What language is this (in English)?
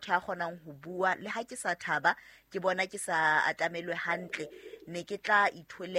Southern Sotho